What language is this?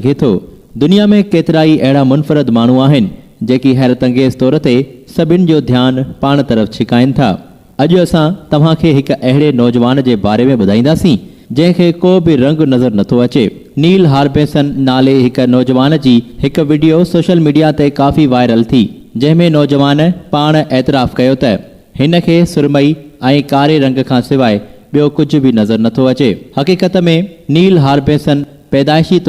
Sindhi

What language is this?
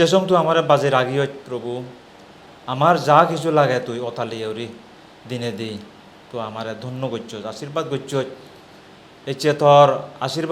Chakma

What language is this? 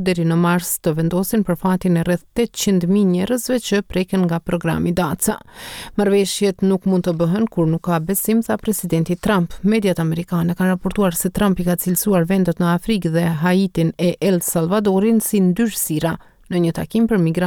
Albanian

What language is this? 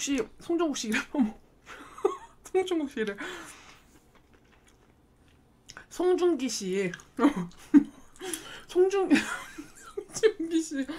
Korean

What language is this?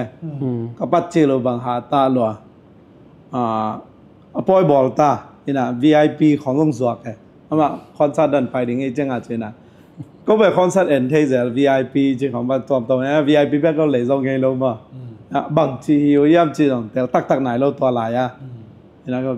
Tedim Chin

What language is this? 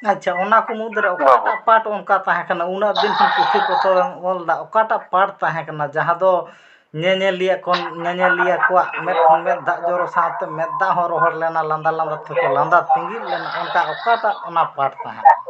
Santali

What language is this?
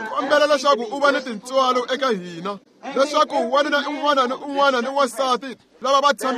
Tsonga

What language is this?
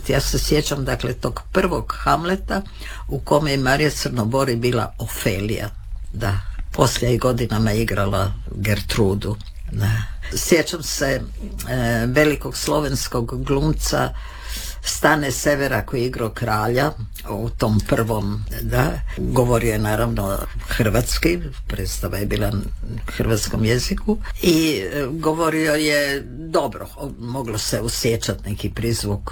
Croatian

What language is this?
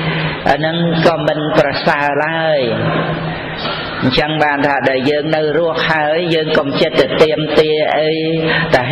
Khmer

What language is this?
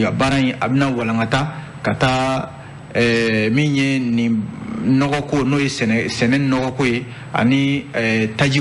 Bambara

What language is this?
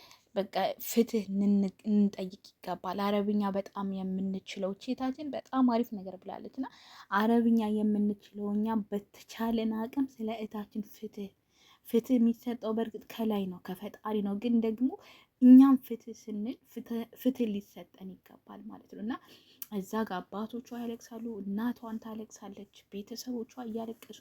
Amharic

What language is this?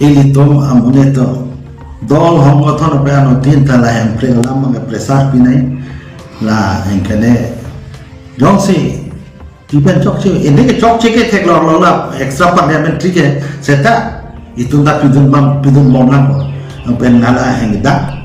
Karbi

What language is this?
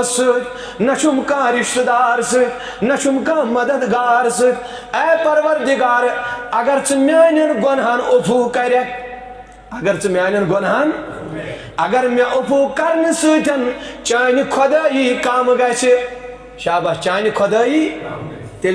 Kashmiri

